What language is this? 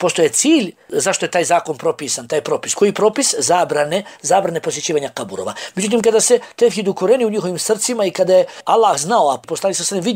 Bosnian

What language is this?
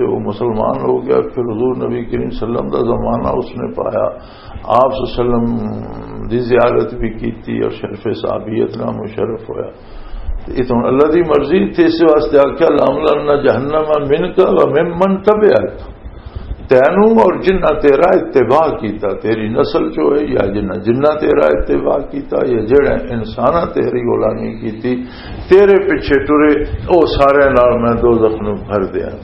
Western Panjabi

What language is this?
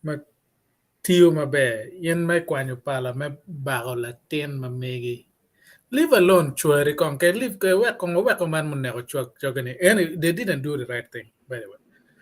Acoli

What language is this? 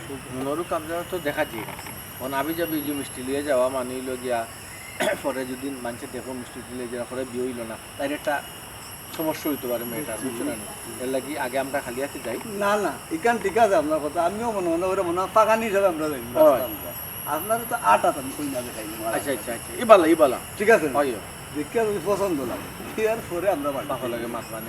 Sylheti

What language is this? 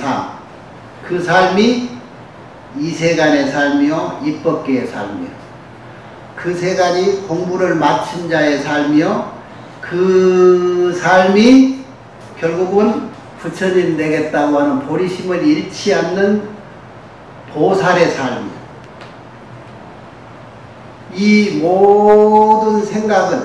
Korean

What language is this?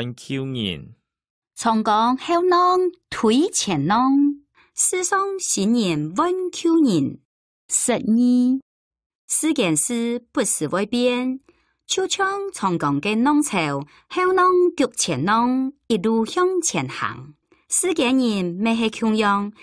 Hakka Chinese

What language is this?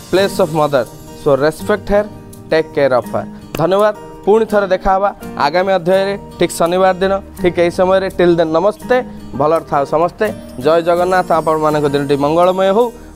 Odia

